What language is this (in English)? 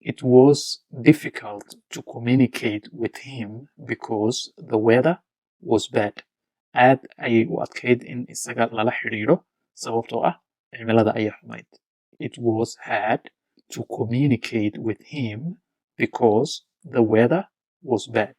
Somali